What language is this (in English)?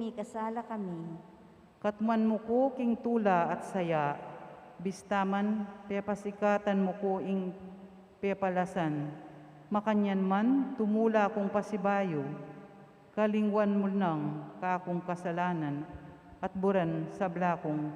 Pampanga